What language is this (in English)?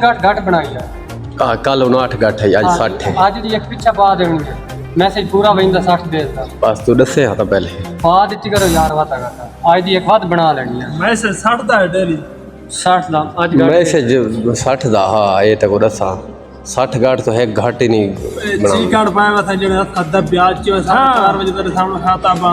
Saraiki